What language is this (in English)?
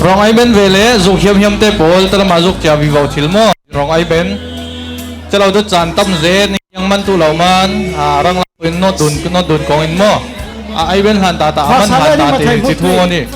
Falam Chin